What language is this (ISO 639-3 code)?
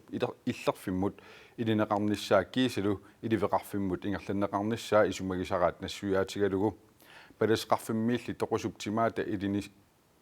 kal